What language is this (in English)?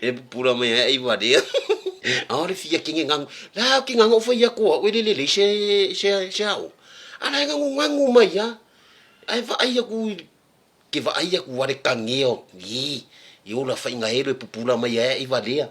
Samoan